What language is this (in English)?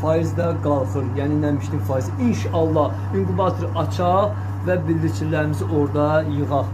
Azerbaijani